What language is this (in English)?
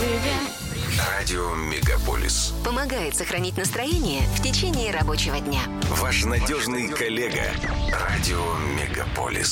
Russian